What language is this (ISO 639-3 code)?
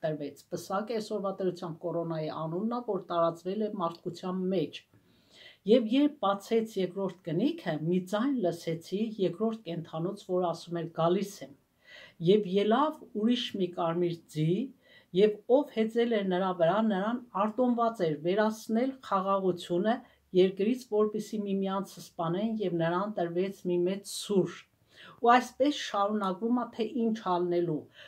hye